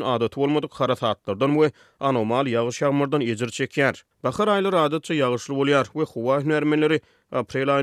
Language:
Turkmen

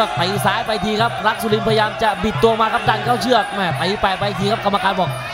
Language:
Thai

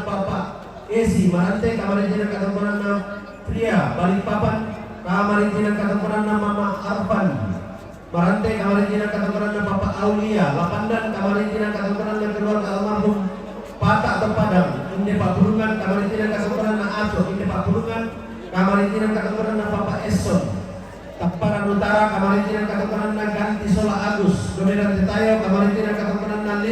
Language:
Toraja-Sa'dan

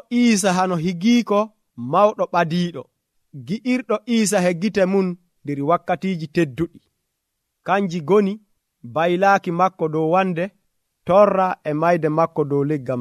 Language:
Nigerian Fulfulde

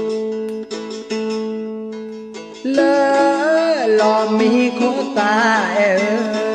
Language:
S'gaw Karen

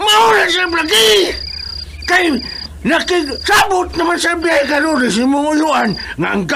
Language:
Cebuano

